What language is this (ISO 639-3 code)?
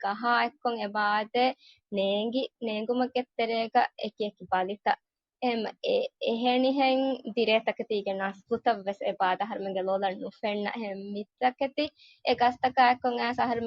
div